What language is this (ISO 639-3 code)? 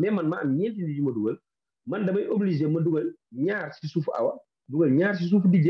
wol